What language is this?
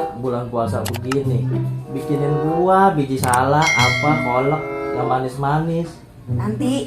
Betawi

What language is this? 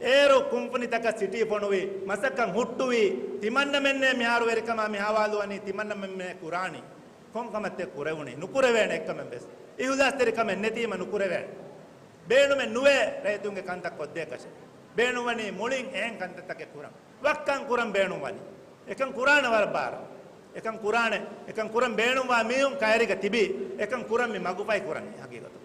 Divehi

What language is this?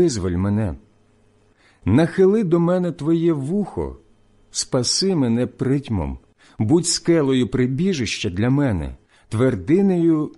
Ukrainian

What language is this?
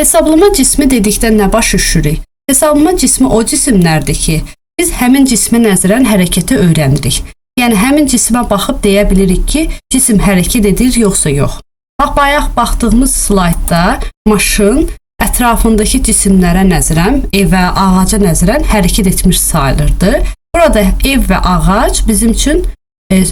Azerbaijani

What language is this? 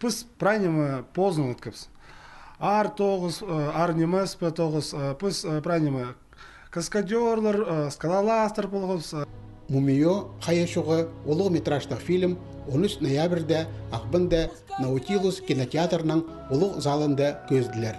Khakas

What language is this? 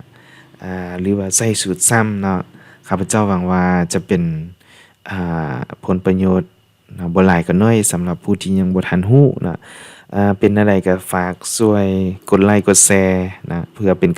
Lao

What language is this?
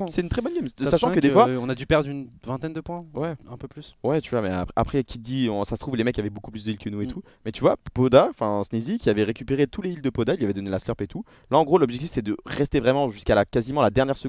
French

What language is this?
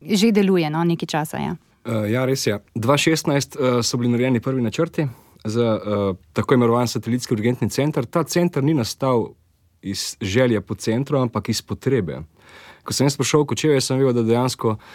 Slovenian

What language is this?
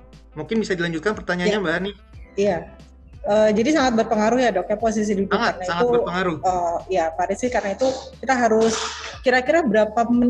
Indonesian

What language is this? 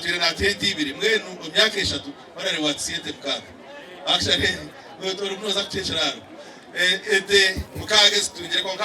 Nyankole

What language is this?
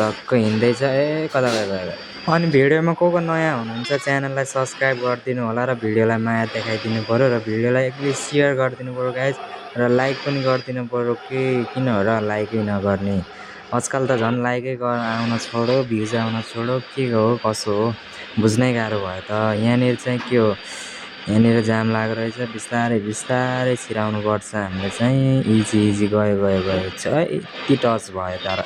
Nepali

